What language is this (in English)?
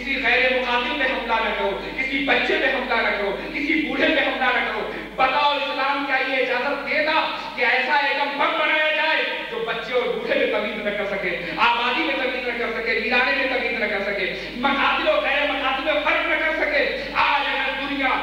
Urdu